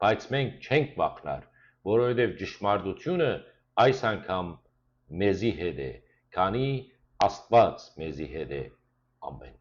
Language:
Western Armenian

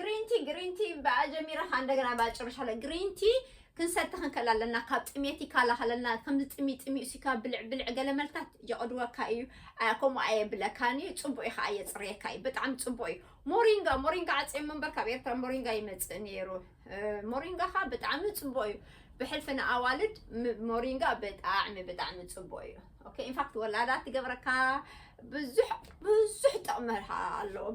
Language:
Tigrinya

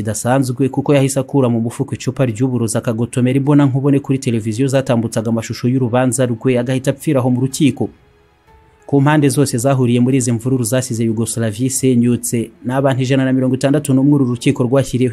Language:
Kinyarwanda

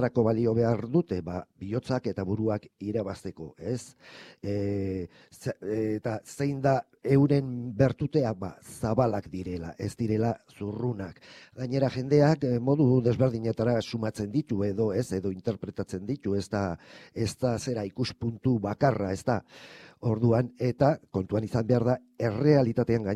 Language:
Basque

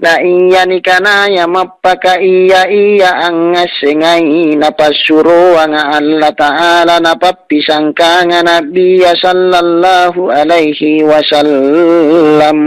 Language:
Makasar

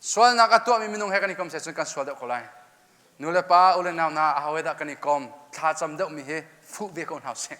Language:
Hakha Chin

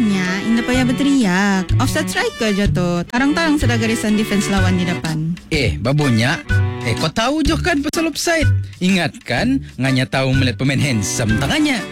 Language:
Malay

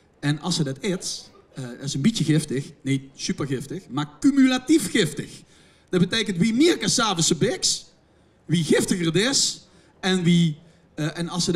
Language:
Limburgish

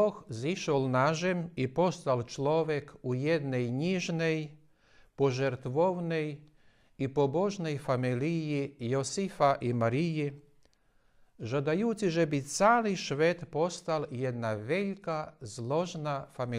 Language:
Rusyn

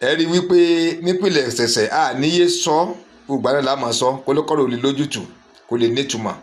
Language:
Yoruba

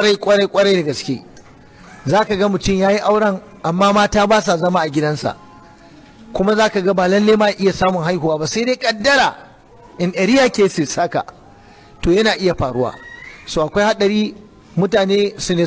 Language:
Hausa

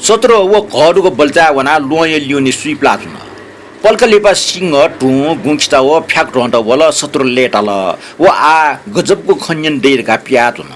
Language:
Newari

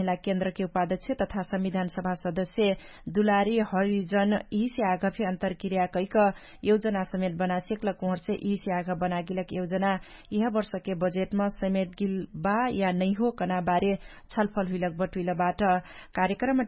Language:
Dangaura Tharu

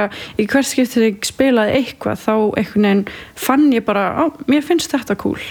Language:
Icelandic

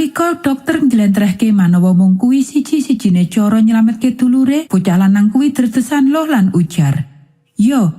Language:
Javanese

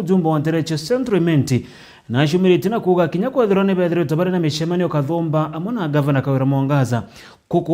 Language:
Meru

